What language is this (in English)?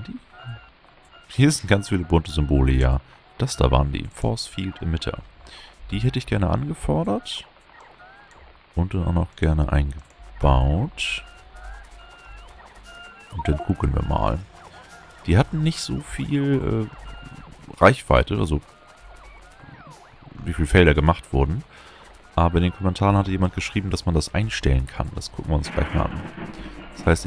German